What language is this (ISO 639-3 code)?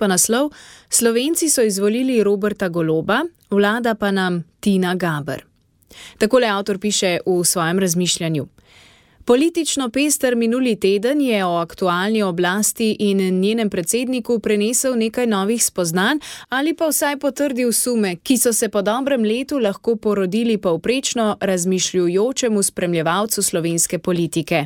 slv